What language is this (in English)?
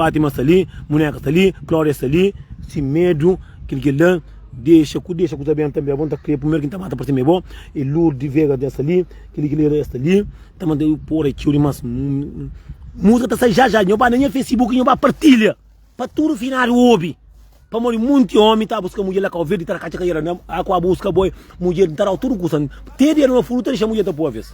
Kabuverdianu